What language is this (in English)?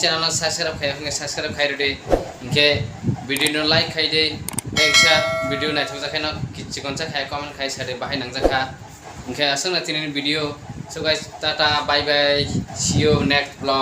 Kok Borok